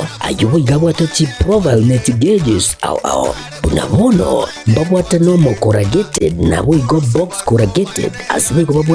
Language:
Gusii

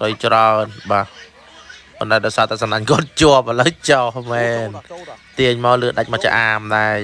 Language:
Khmer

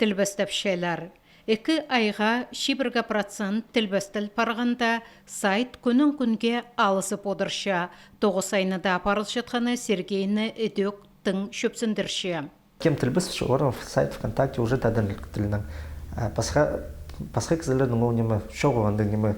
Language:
Khakas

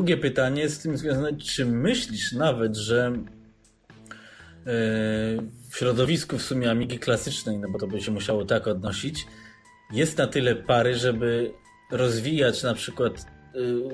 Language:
Polish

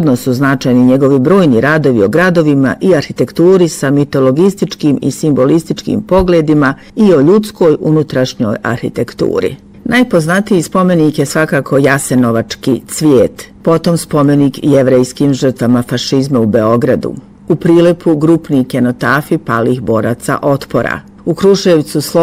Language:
Bosnian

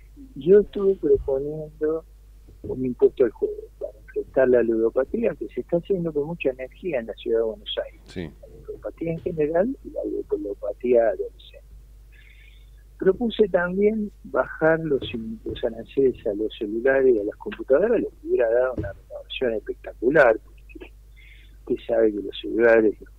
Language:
Spanish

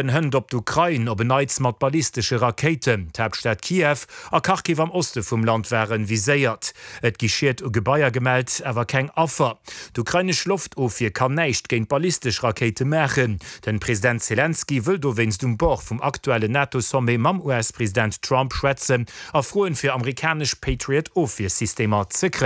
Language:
Luxembourgish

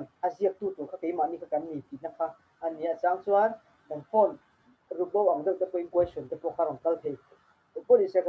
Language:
Mizo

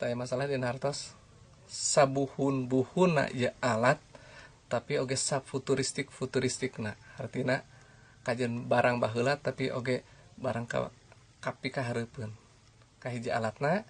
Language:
Sundanese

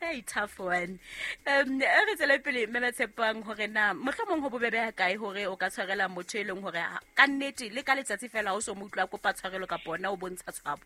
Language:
Southern Sotho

